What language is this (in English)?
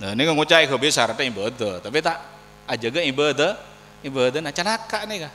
Madurese